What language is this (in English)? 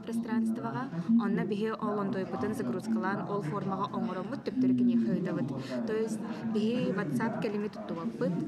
Yakut